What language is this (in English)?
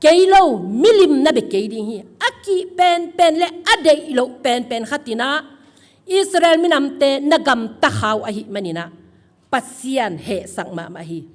Tedim Chin